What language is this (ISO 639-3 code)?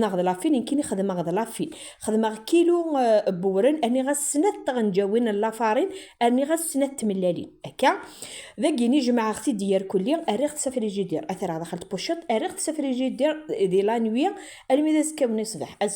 kab